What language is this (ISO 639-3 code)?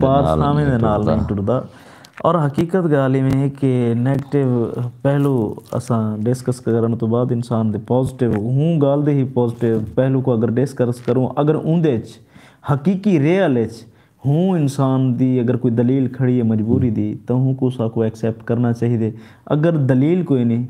skr